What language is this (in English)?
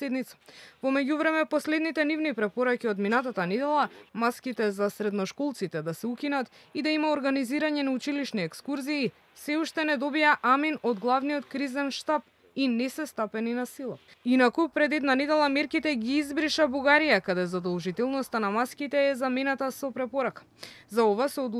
Macedonian